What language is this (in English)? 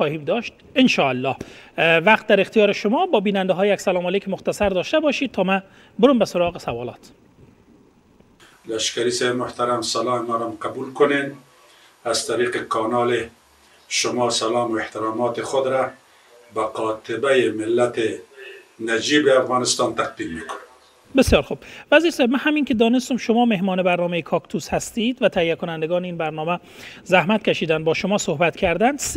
Persian